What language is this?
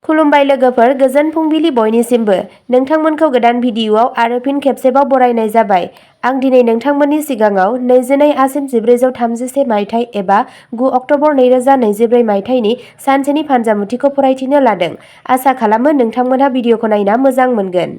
Bodo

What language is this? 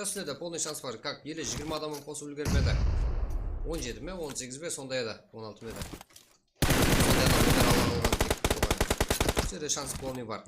Kara-Kalpak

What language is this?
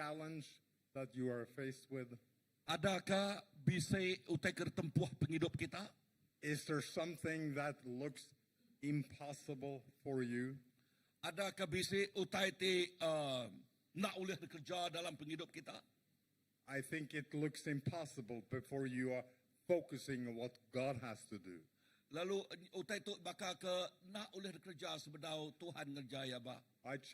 Iban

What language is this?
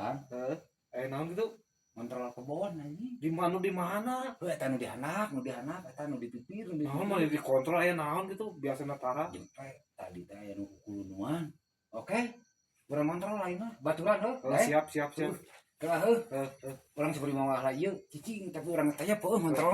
Sundanese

